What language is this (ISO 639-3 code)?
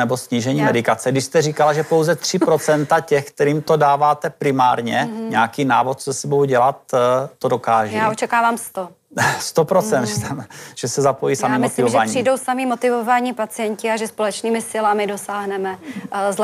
ces